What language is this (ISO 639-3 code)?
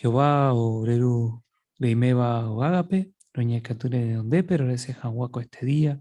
grn